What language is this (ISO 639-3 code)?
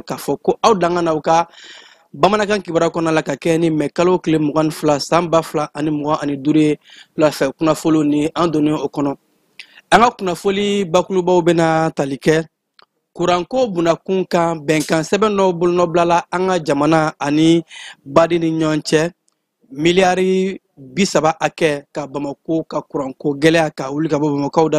bam